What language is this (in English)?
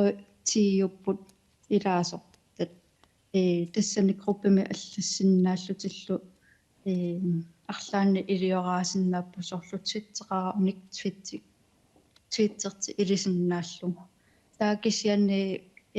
Kalaallisut